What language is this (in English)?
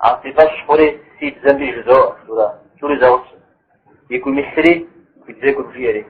Kabardian